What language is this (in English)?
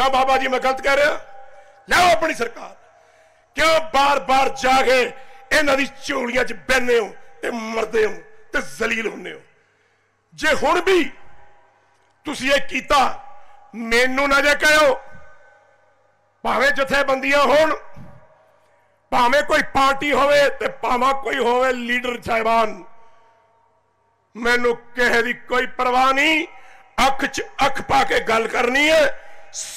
Punjabi